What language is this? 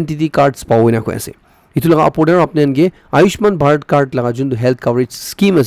Naga Pidgin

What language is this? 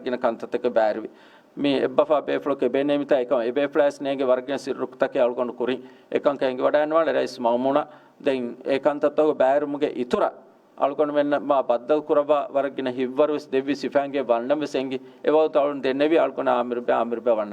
Divehi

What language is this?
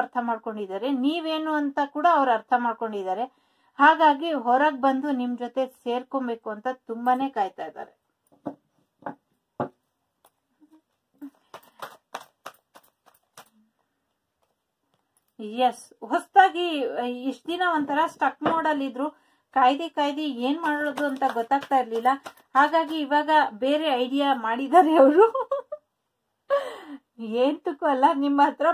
Kannada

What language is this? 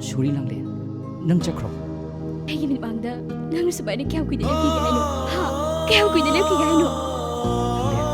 Manipuri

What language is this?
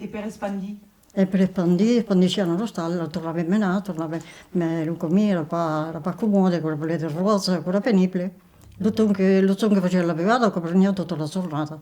Occitan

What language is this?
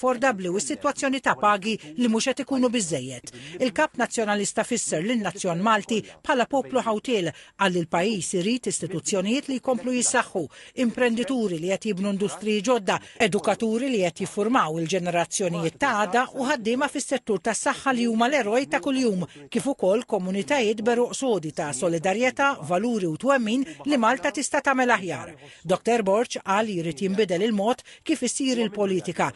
Maltese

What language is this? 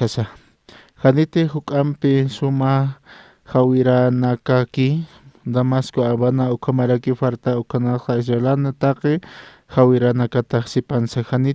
Aymara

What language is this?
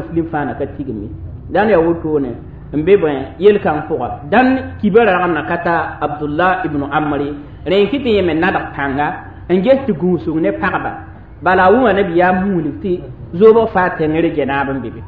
Mossi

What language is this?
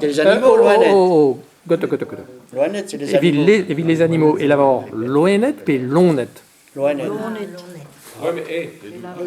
Breton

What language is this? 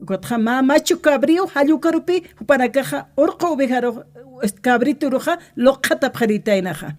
Aymara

